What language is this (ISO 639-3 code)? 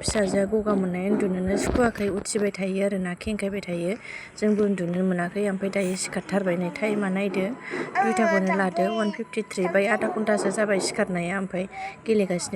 brx